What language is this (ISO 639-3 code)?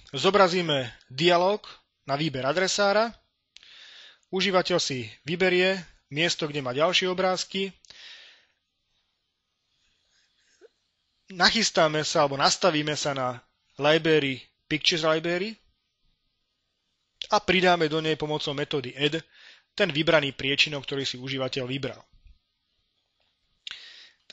slk